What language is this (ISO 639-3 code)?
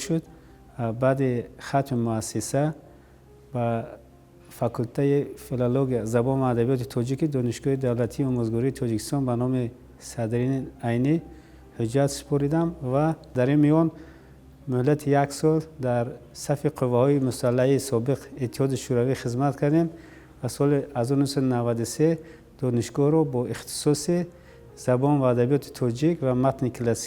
tgk